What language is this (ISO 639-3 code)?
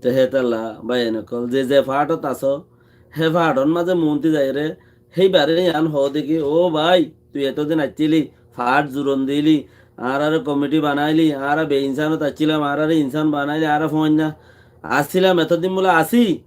rhg